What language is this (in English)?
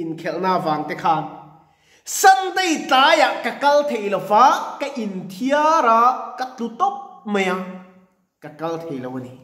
Mizo